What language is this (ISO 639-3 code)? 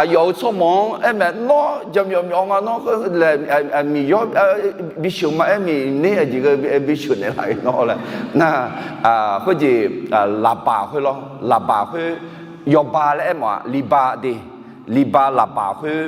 ahk